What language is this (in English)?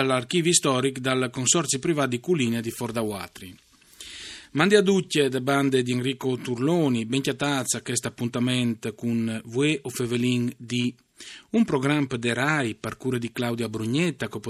Friulian